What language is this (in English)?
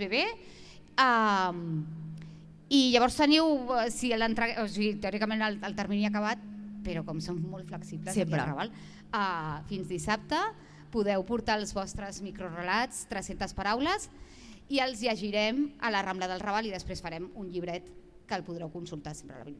Catalan